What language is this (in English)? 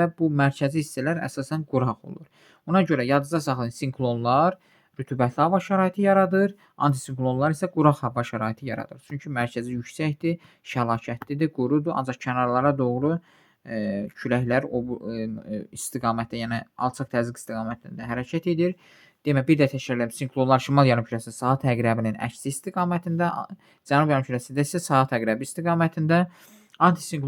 Azerbaijani